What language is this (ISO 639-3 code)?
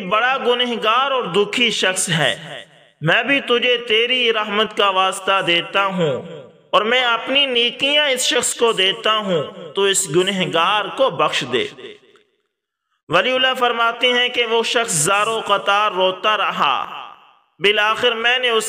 urd